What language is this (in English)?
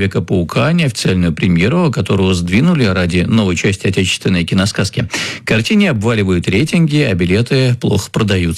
Russian